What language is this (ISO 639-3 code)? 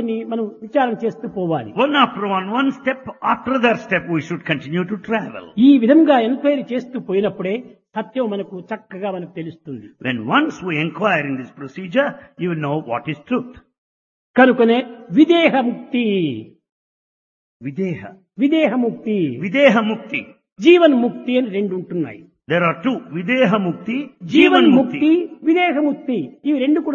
tel